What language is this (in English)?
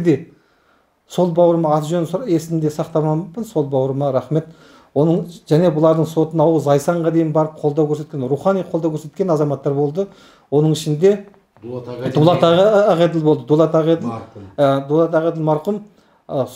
Kazakh